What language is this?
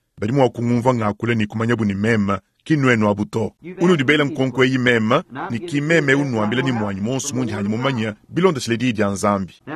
Luba-Lulua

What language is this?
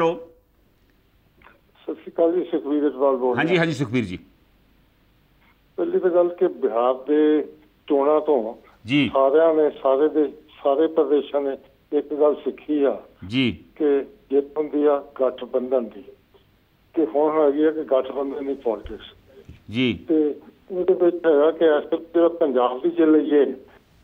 Punjabi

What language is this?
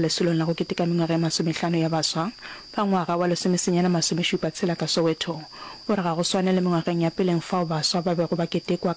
Northern Sotho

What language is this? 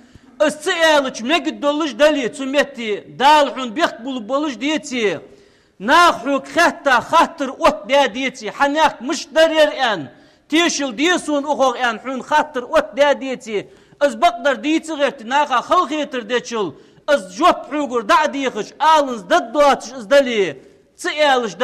Ingush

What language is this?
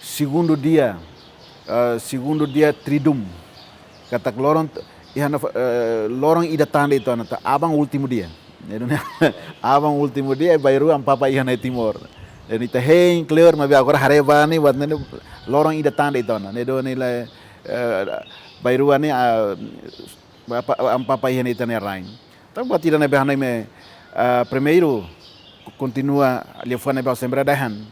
Tetum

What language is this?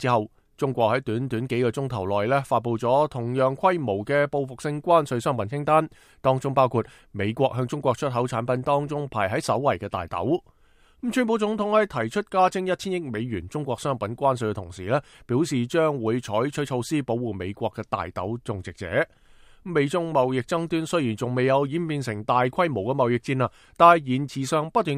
Cantonese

